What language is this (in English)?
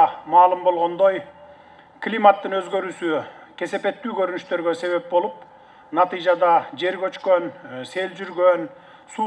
Kyrgyz